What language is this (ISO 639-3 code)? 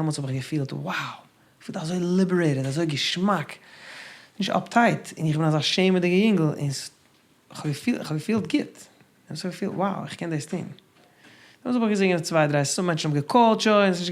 yid